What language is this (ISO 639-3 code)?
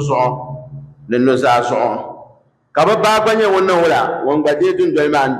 dag